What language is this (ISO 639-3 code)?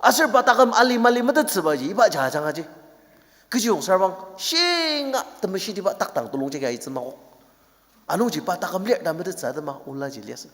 njo